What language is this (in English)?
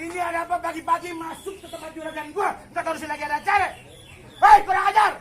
Betawi